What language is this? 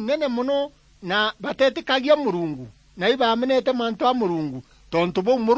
Meru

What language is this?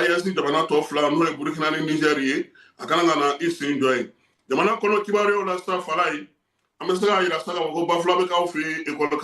Bambara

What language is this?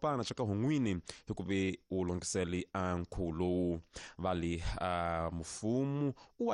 Tsonga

